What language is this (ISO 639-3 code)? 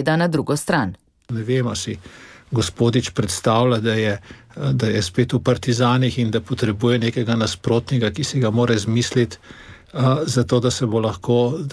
slv